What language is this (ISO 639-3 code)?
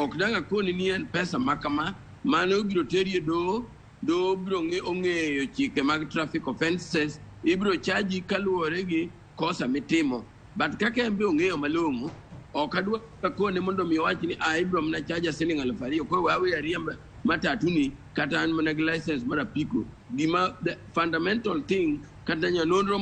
luo